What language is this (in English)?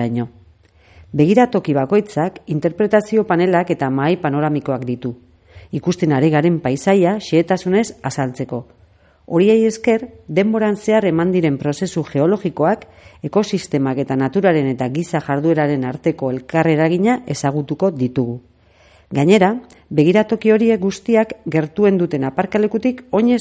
Basque